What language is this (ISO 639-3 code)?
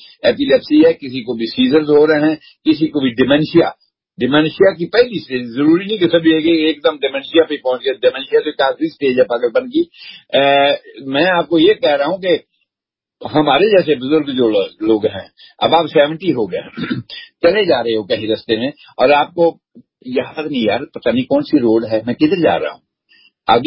urd